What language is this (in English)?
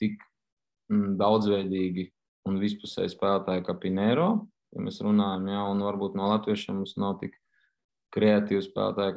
Latvian